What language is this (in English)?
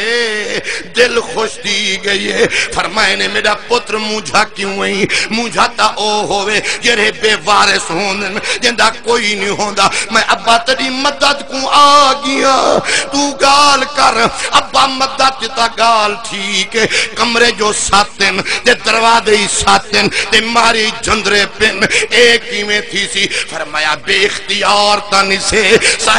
Saraiki